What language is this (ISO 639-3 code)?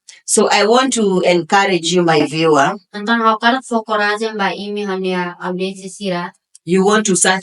tet